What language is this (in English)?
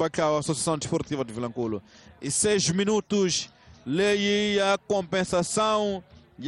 Tsonga